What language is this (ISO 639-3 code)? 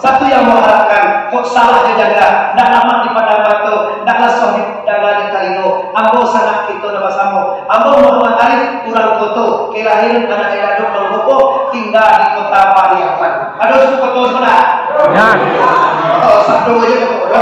min